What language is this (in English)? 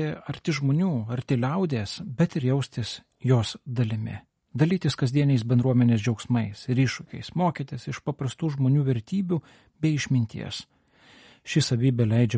Lithuanian